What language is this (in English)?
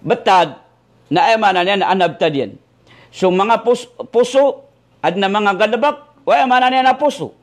Maranao